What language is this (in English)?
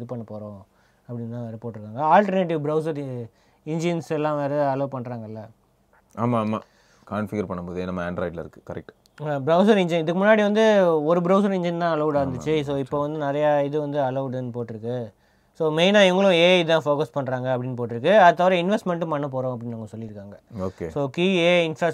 Tamil